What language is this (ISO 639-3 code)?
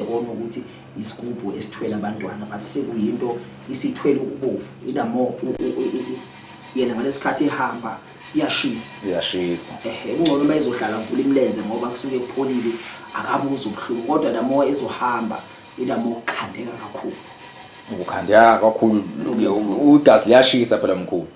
zul